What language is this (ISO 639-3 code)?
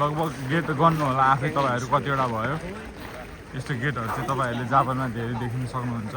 nep